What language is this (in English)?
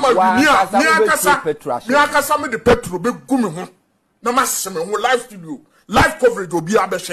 Akan